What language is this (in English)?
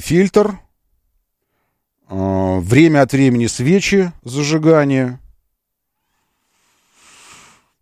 Russian